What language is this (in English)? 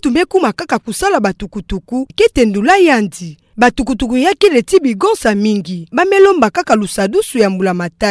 Kituba (Democratic Republic of Congo)